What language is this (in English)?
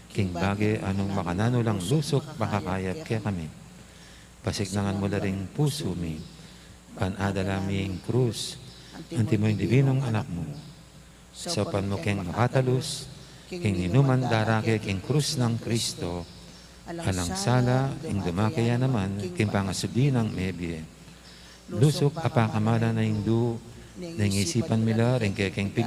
Pampanga